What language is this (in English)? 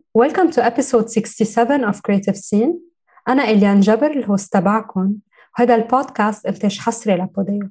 North Levantine Arabic